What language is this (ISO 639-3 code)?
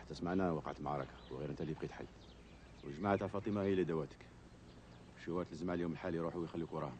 arq